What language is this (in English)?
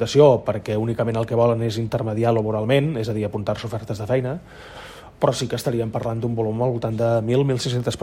Catalan